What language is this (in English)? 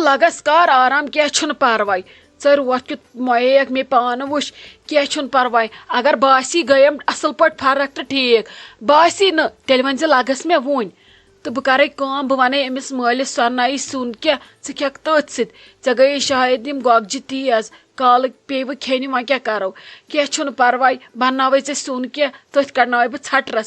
Kashmiri